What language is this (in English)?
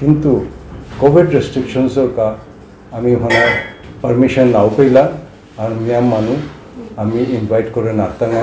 Bishnupriya